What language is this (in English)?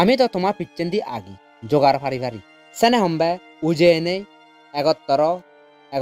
Chakma